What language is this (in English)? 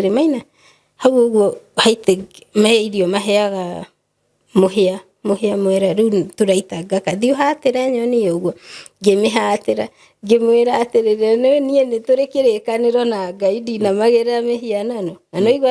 Kikuyu